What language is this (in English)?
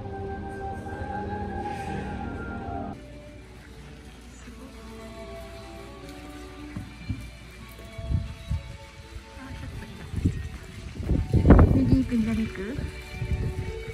Japanese